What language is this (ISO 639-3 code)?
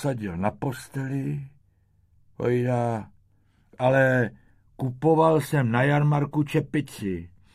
ces